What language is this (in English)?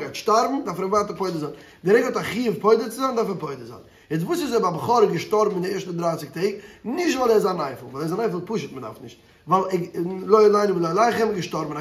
Yiddish